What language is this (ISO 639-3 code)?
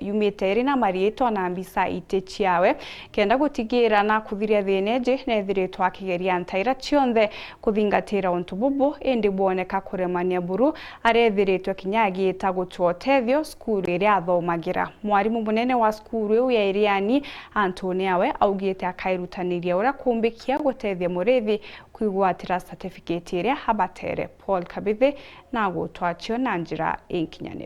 mer